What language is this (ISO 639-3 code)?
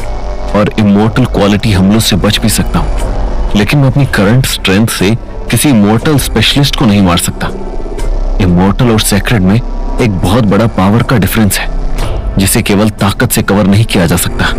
hin